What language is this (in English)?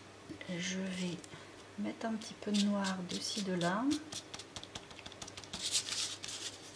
French